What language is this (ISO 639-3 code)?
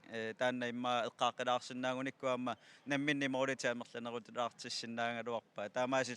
kal